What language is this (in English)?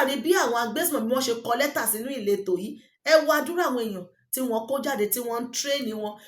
Yoruba